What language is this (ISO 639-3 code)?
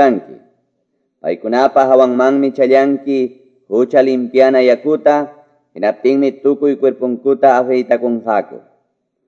que